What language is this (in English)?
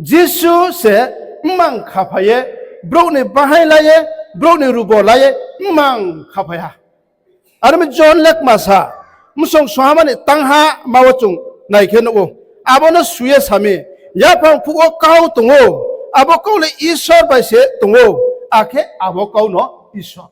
Riang (India)